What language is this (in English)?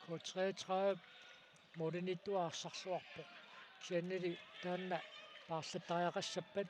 Kalaallisut